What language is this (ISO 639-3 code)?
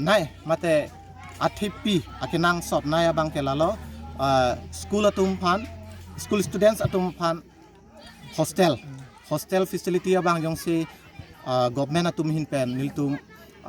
mjw